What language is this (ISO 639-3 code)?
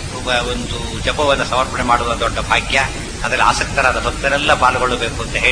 kan